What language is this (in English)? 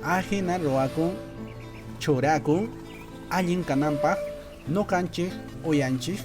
Quechua